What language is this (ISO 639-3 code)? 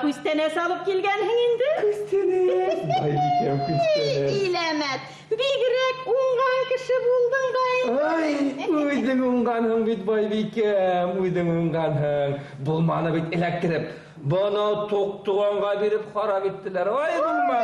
bak